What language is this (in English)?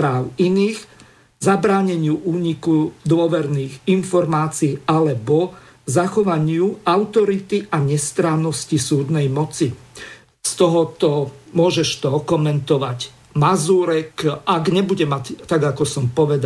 Slovak